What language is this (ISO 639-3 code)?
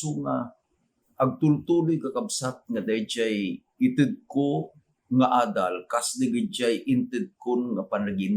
ilo